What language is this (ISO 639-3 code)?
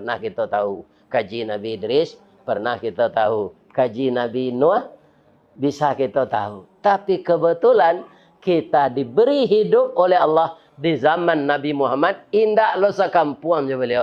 min